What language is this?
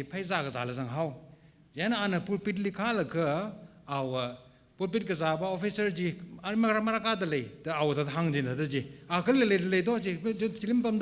Tangkhul Naga (India)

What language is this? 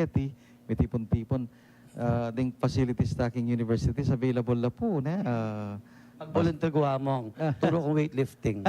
Pampanga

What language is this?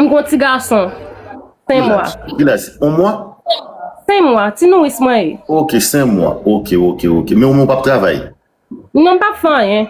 Haitian Creole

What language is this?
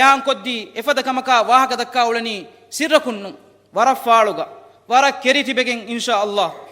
Divehi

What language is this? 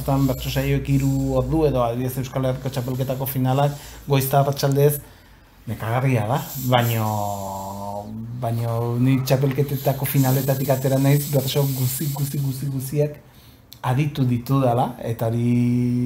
Basque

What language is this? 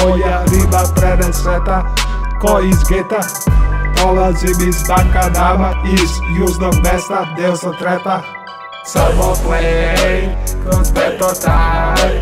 Serbian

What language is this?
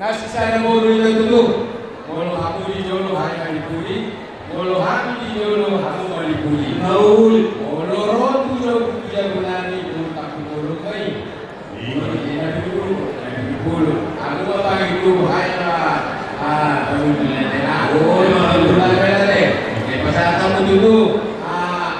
Batak Toba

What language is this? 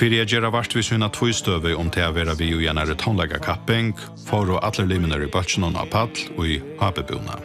Faroese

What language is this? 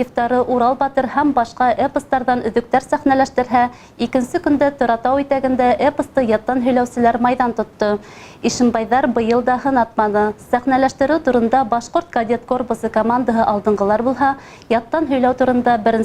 Bashkir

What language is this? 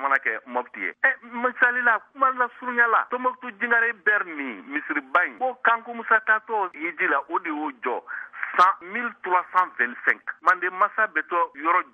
Bambara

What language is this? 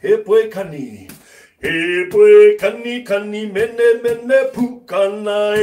Māori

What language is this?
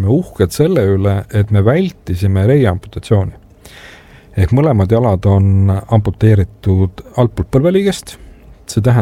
Estonian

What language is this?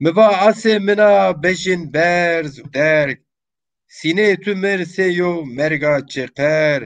Zaza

